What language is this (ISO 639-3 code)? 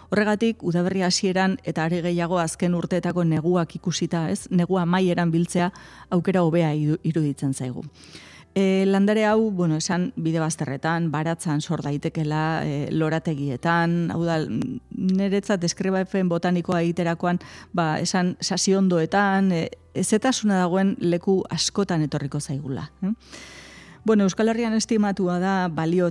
eus